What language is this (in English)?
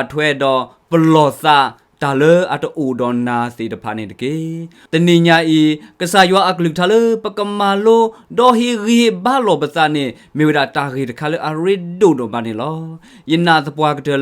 S'gaw Karen